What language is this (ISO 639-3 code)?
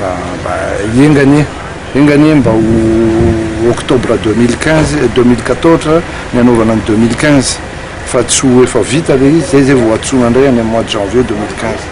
mlg